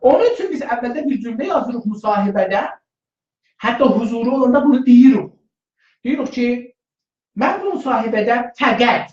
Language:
South Azerbaijani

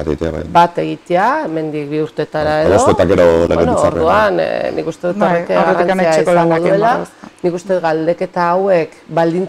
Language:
Basque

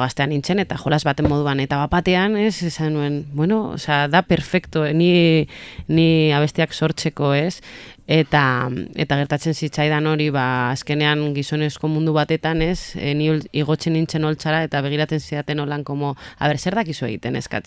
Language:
Basque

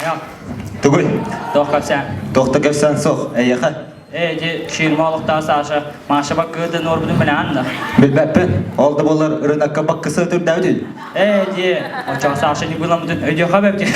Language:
Yakut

